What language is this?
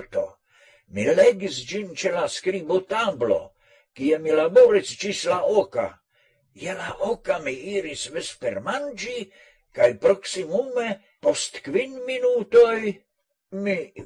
Esperanto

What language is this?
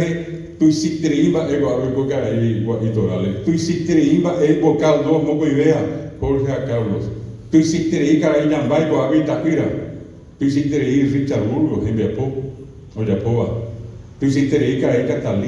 Guarani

